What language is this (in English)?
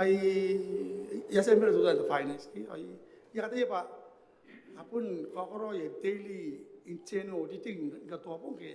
Gilbertese